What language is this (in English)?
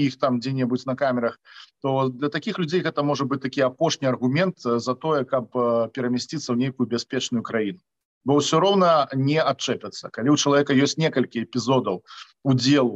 Belarusian